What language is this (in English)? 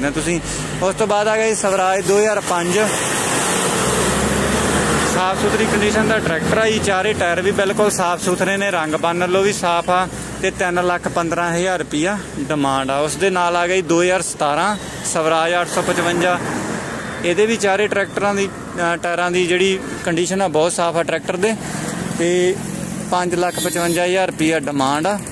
Punjabi